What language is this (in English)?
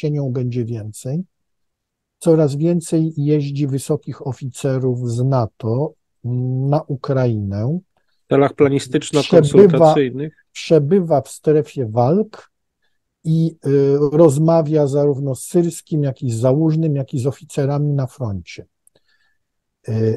Polish